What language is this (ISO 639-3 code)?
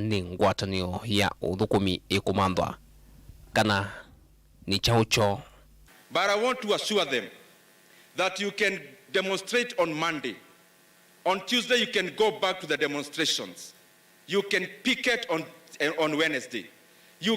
kam